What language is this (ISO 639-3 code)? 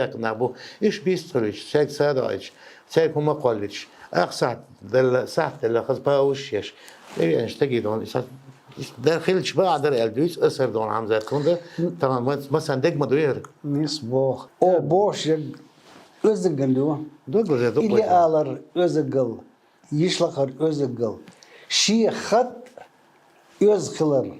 che